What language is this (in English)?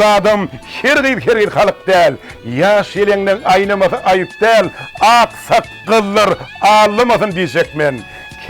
Turkmen